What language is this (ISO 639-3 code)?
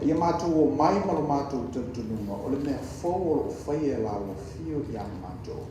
smo